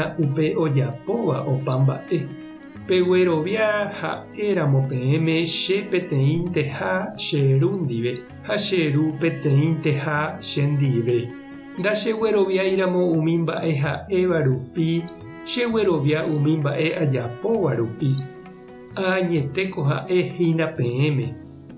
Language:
Guarani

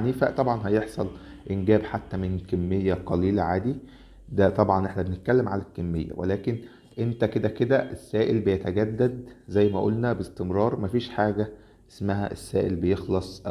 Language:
Egyptian Arabic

